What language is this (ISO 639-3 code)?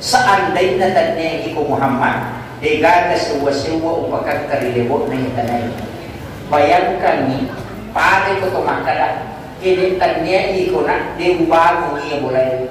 bug